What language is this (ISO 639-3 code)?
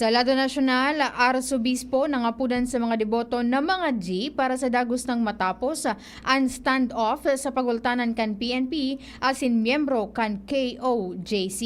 bik